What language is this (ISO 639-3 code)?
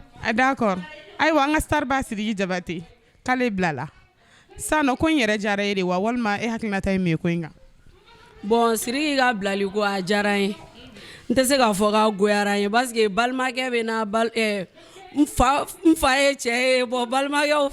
bam